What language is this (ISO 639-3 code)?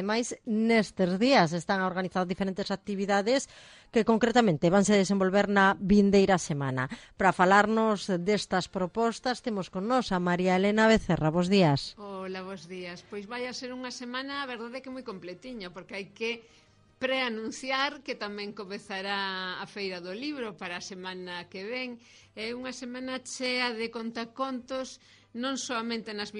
glg